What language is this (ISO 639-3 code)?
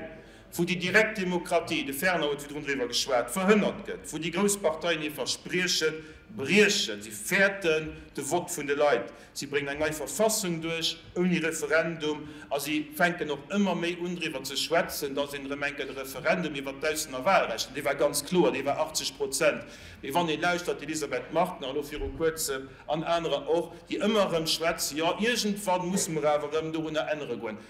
ltz